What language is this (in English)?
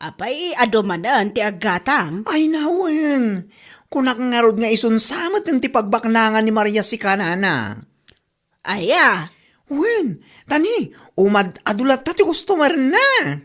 Iloko